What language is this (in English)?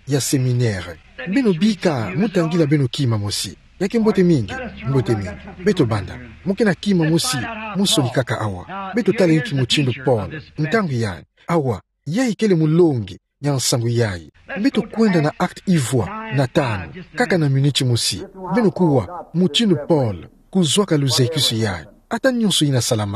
Kituba (Democratic Republic of Congo)